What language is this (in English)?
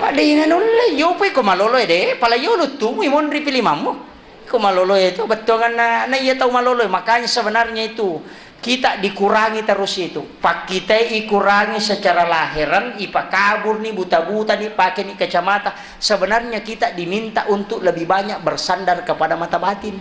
Buginese